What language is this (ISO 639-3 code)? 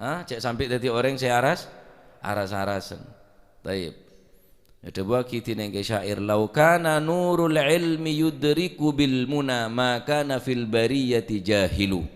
mad